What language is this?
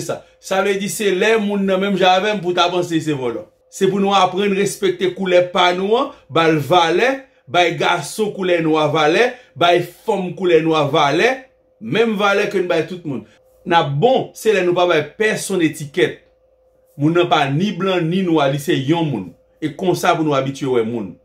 Haitian Creole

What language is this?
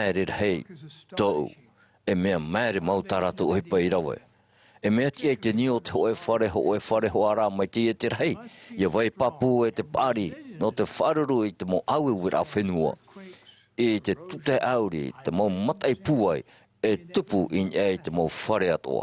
Tahitian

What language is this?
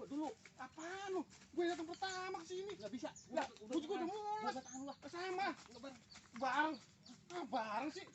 Betawi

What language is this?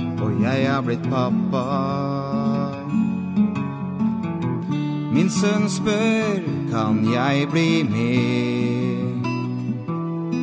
Norwegian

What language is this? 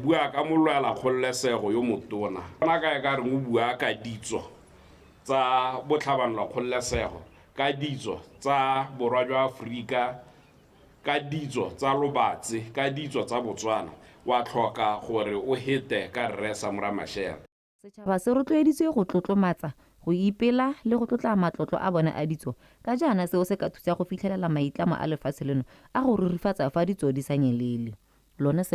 Tswana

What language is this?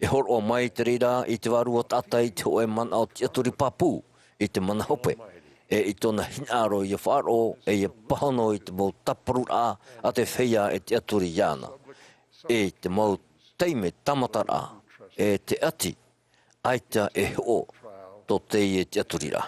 Tahitian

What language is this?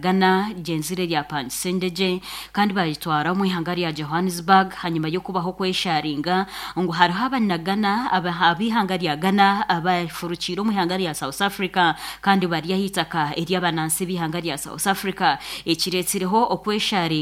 Nyankole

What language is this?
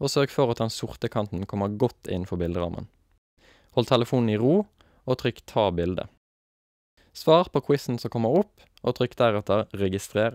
Norwegian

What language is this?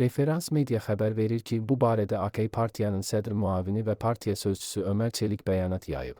Azerbaijani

